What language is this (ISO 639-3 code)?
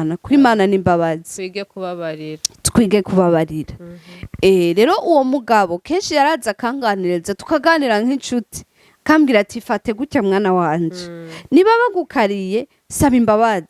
run